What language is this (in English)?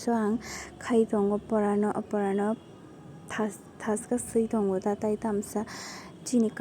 Kok Borok